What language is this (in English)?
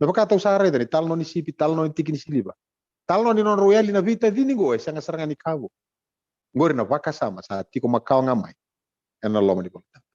Fijian